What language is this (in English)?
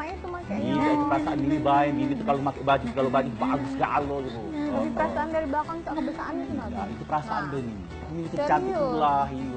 Musi